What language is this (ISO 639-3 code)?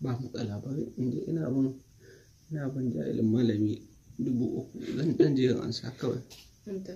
hau